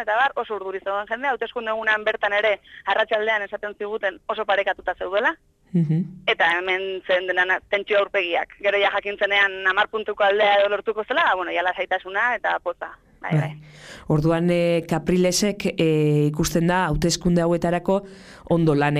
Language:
Basque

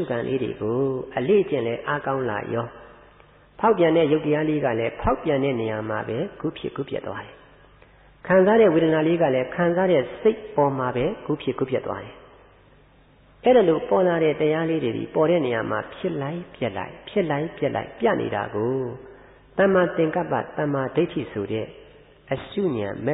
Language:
Burmese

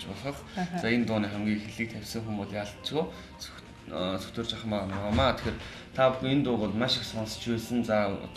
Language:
Mongolian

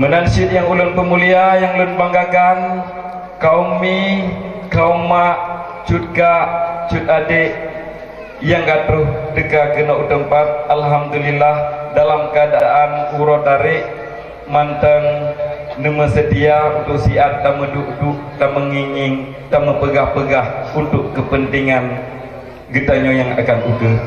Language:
Achinese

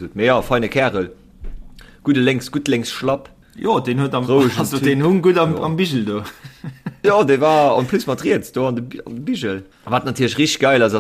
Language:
Luxembourgish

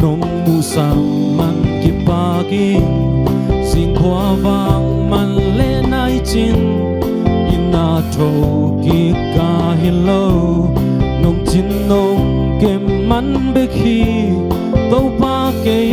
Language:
Tedim Chin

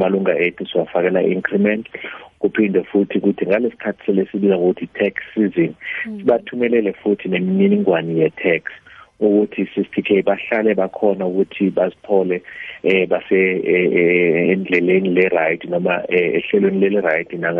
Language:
South Ndebele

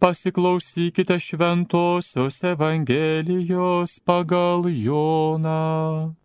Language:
Lithuanian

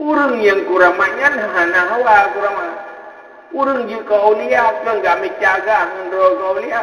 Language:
Achinese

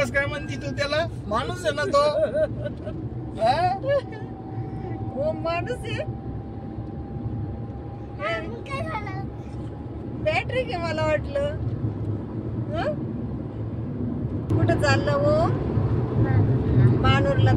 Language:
Marathi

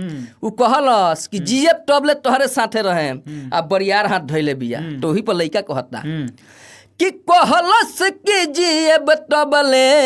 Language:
Bhojpuri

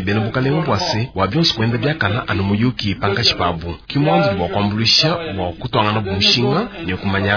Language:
Luba-Lulua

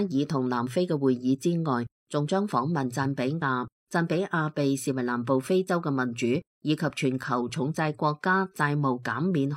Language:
Cantonese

